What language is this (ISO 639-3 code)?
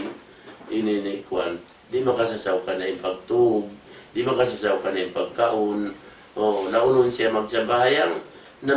tsg